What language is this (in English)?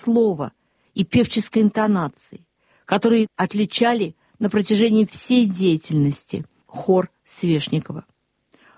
Russian